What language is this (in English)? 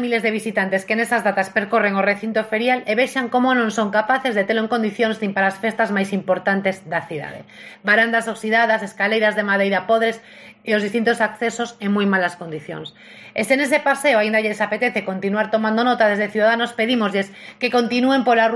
Galician